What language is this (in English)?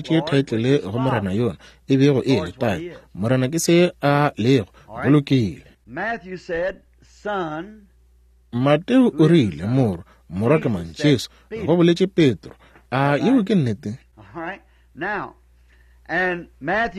Northern Sotho